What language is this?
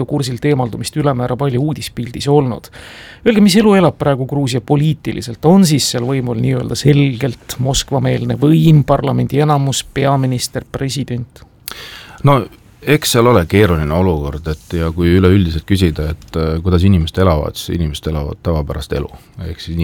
Estonian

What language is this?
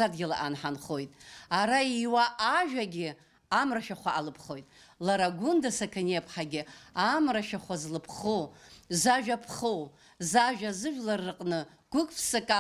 Abkhazian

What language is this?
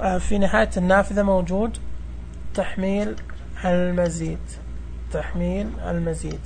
Najdi Arabic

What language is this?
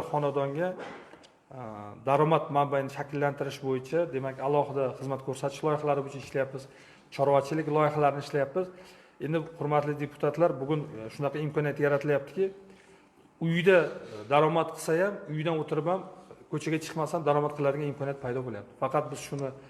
Uzbek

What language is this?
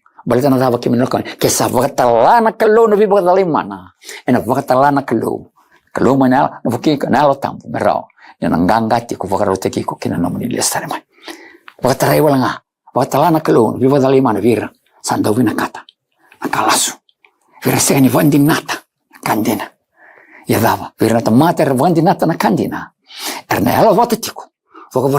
Fijian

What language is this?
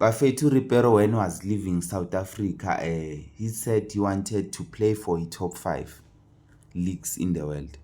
Zulu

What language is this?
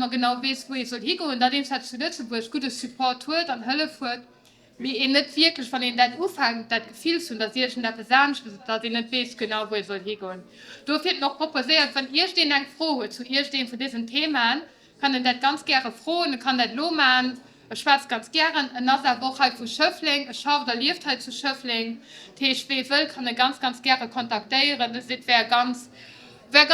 Luxembourgish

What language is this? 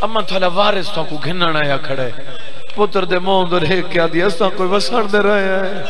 Saraiki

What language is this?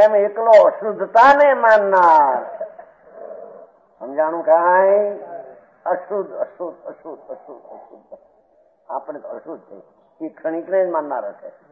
Gujarati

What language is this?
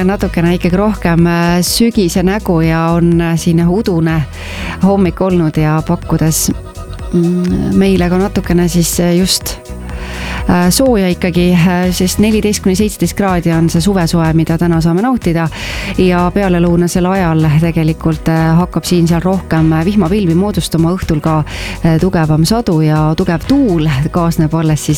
Estonian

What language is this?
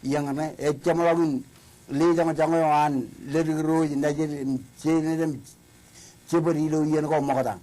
Marshallese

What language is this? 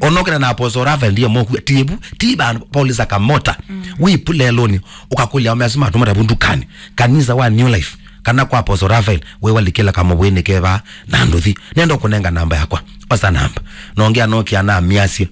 Kamba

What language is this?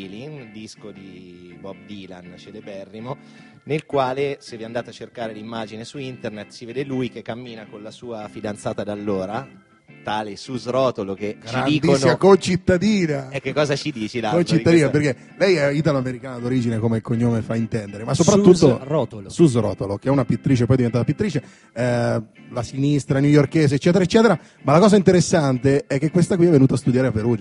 Italian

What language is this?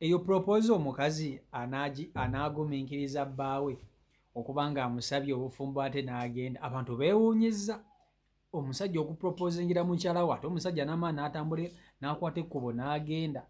Ganda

